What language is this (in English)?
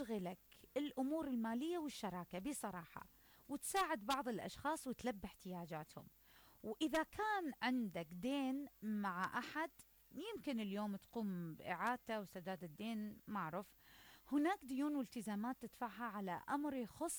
Mesopotamian Arabic